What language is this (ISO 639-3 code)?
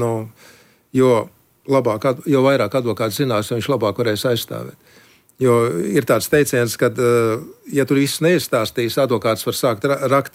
lav